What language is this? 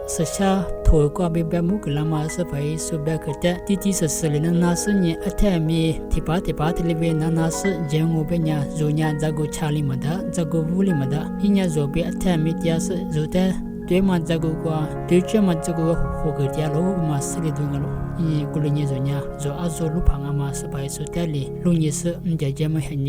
Lisu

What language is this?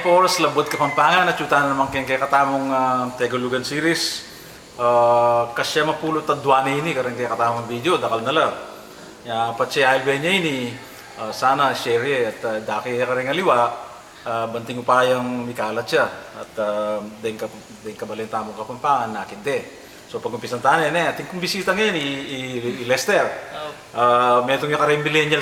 Pampanga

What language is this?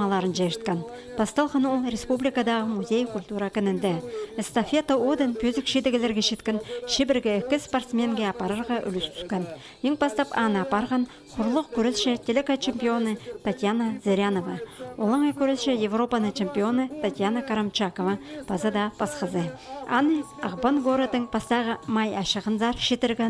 Khakas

